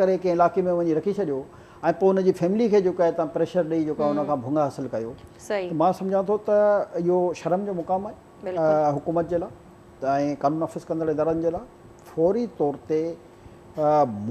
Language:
Sindhi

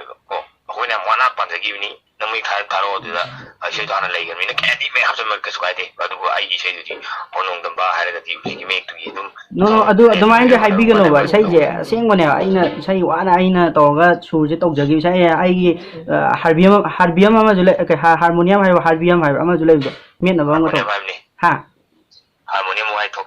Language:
Manipuri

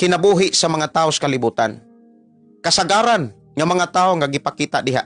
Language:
Cebuano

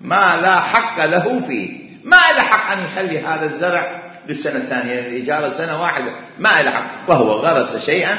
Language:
Mesopotamian Arabic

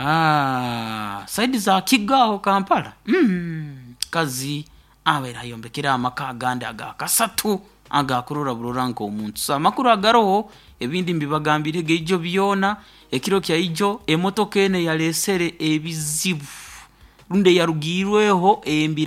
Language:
Nyoro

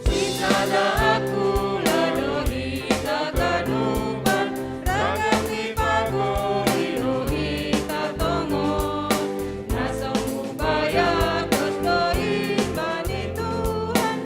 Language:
Batak Simalungun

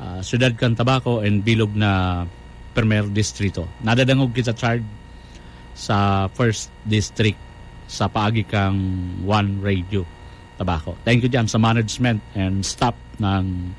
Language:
Bikol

